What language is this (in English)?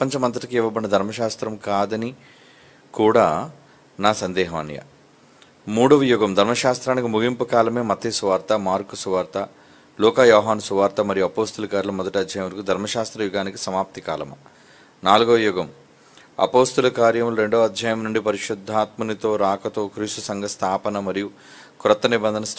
Telugu